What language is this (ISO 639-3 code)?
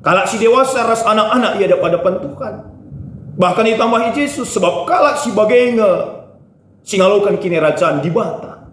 btx